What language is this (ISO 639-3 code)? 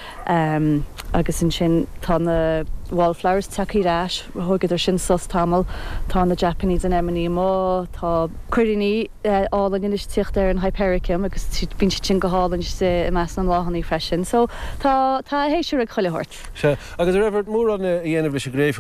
gle